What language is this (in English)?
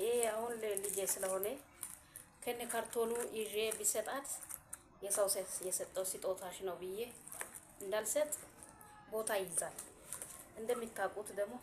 Amharic